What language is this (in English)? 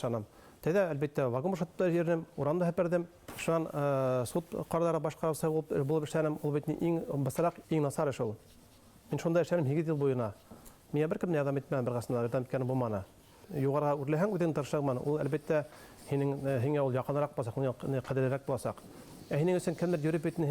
Bashkir